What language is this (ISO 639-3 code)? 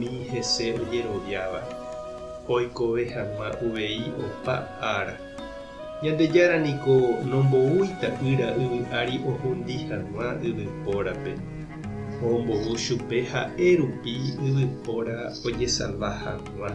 grn